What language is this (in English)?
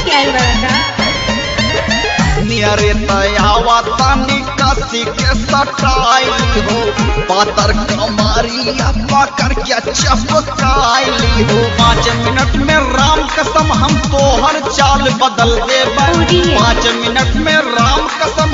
Bhojpuri